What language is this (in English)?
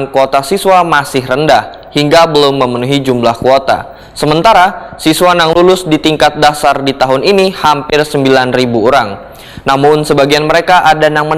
Banjar